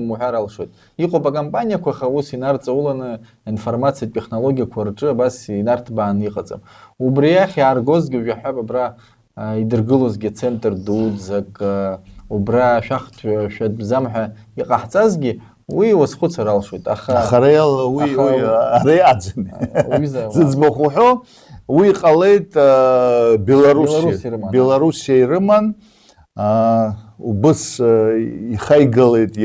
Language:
Abkhazian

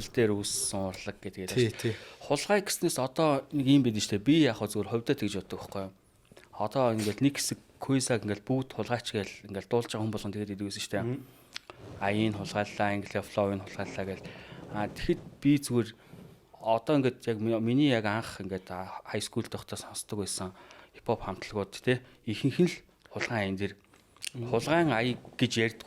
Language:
Mongolian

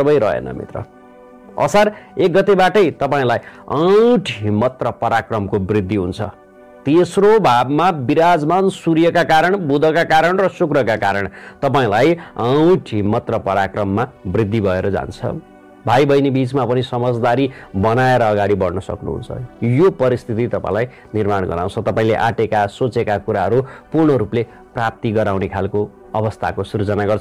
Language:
Nepali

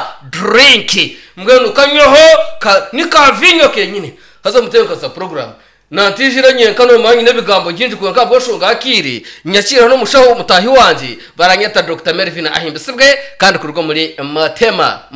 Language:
Nyankole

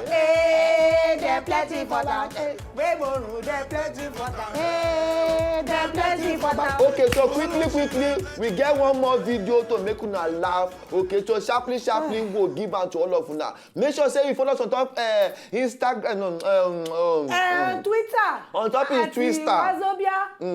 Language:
Nigerian Pidgin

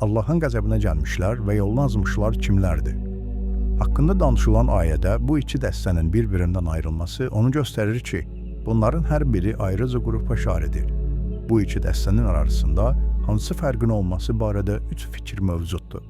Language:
Azerbaijani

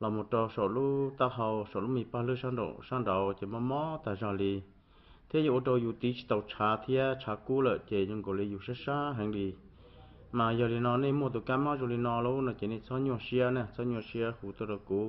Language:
Hmong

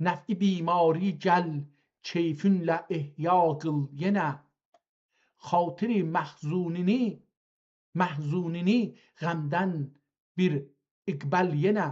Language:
South Azerbaijani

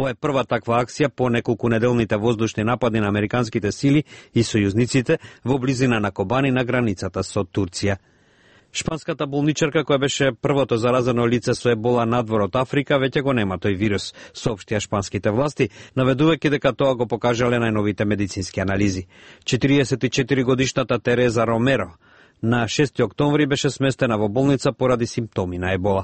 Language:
Macedonian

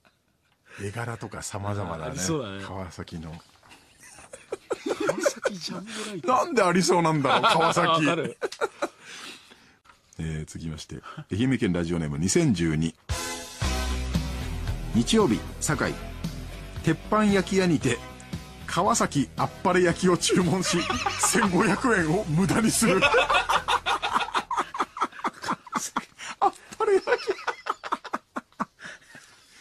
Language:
Japanese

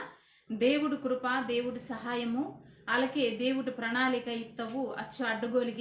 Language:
Koya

